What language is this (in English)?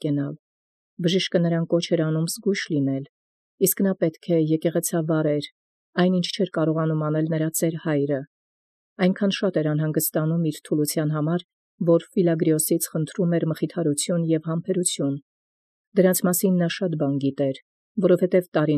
Armenian